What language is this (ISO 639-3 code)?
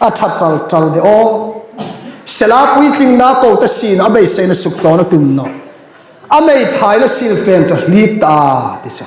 hmr